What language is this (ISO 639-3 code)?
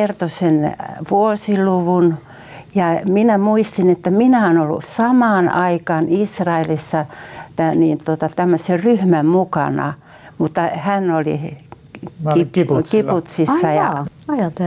fin